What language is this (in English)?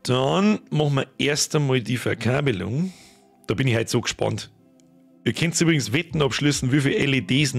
Bavarian